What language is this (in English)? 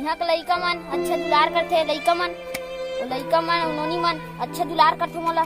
Chhattisgarhi